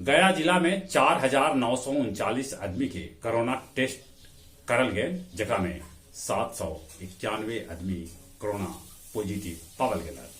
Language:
Magahi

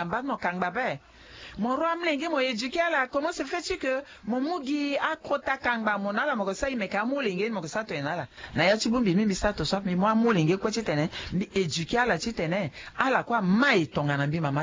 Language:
Sango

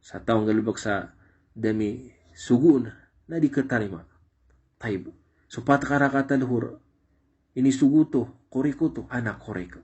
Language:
Maranao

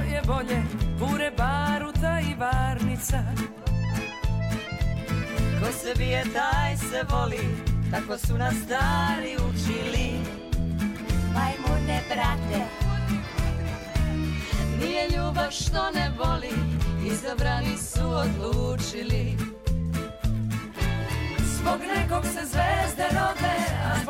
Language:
Serbian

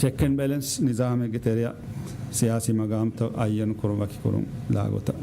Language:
Divehi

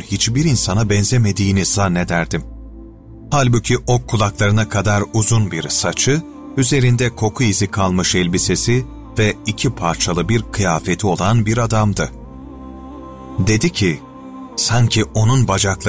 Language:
Turkish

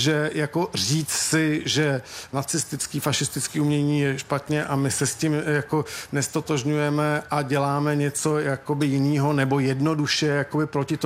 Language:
Czech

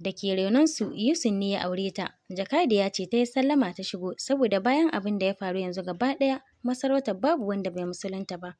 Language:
Hausa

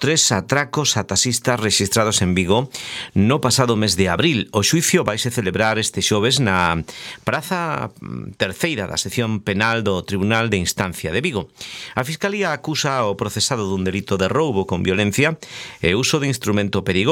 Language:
Galician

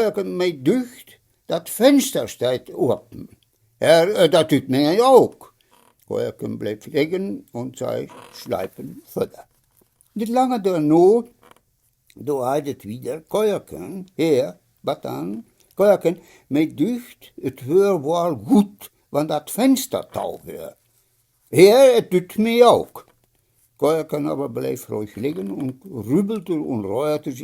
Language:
Westphalien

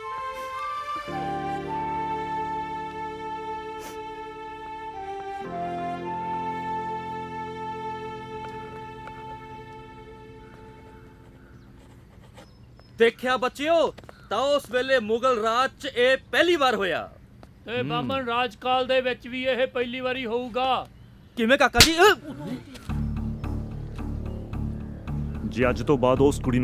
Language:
Punjabi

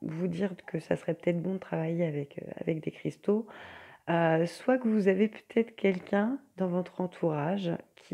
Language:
French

